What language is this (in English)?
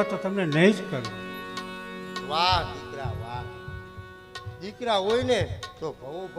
Gujarati